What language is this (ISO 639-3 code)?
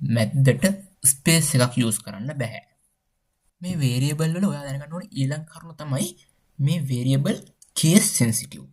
sin